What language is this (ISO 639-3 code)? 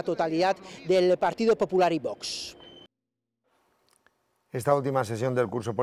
spa